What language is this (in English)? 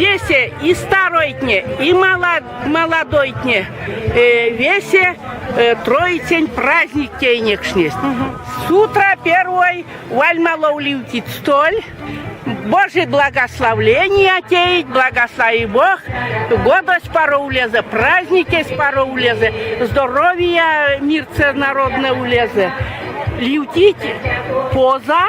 Erzya